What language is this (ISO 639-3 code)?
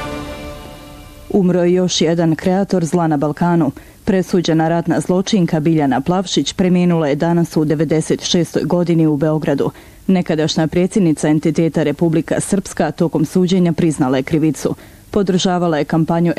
bos